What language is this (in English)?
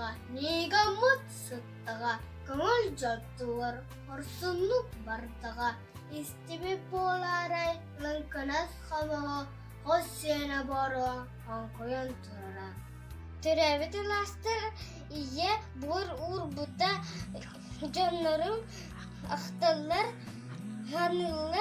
Yakut